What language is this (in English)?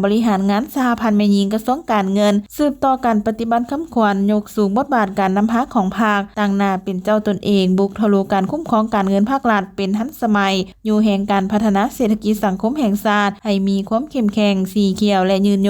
Lao